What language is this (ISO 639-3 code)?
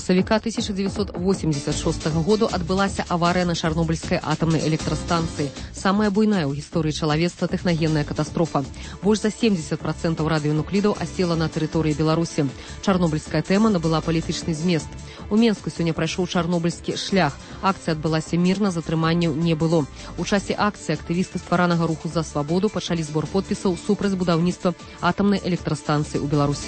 bel